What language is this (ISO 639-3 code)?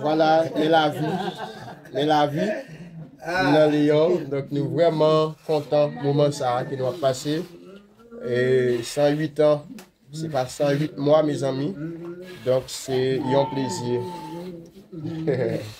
hat